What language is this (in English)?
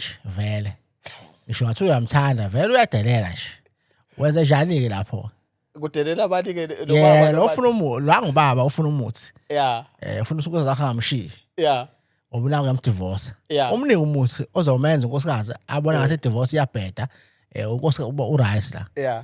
Zulu